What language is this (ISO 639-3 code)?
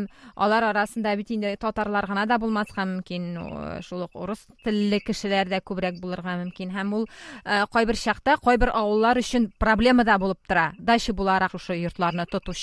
tat